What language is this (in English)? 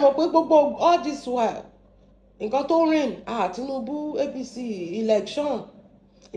Yoruba